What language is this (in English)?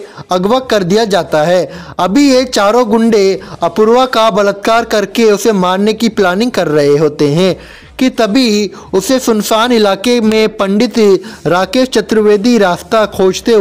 Hindi